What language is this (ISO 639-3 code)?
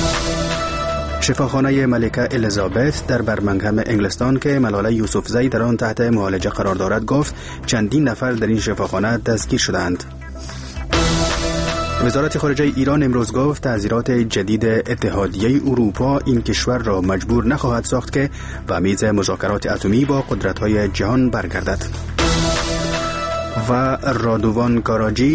fas